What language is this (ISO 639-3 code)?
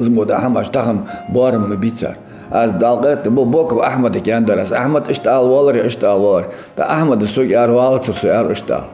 inh